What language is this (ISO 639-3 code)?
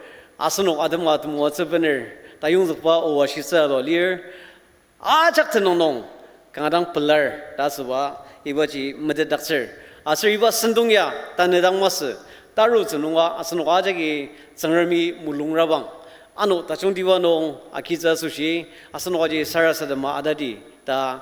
njo